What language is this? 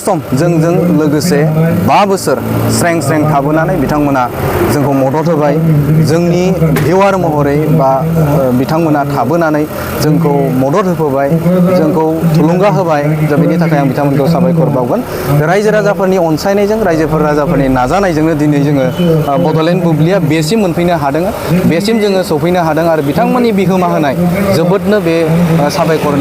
Bodo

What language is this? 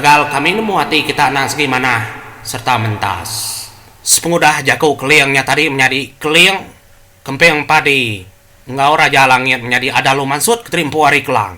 Iban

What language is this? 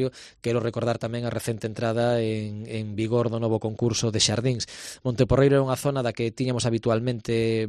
Galician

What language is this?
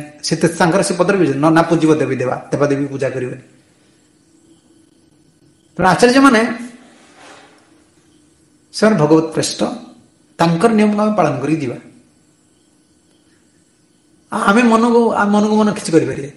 Odia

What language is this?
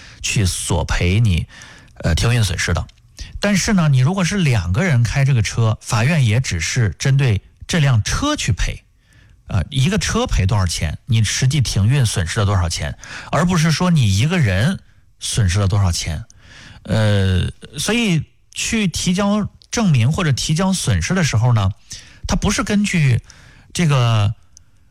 Chinese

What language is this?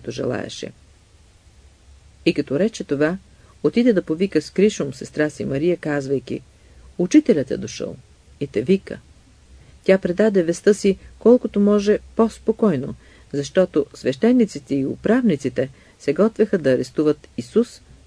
Bulgarian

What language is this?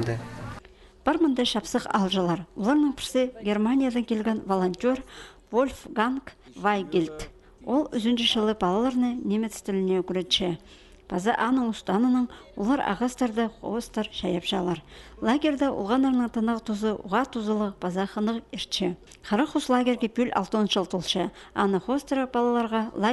Khakas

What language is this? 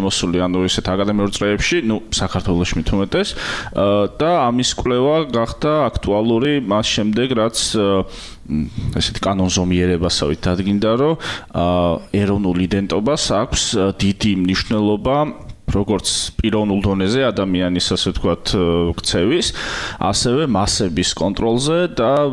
Georgian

